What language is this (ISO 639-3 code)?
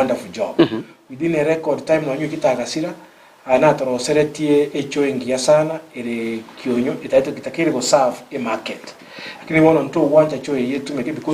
guz